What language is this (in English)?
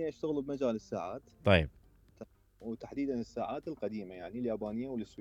Mesopotamian Arabic